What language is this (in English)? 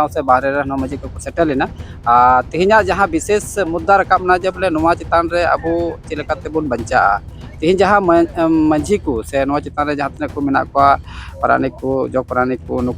Santali